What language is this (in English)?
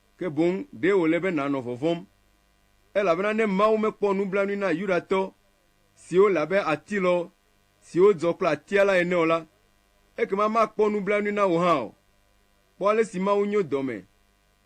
Ewe